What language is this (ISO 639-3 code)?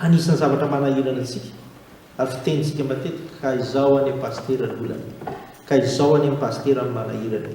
mlg